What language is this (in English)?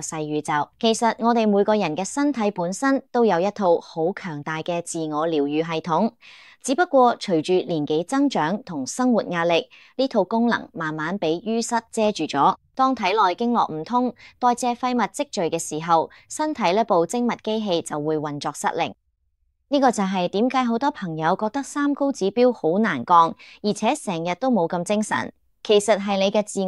Cantonese